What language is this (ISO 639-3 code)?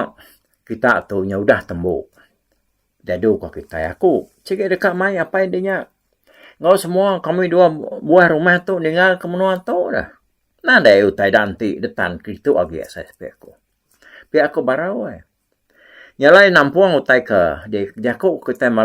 iba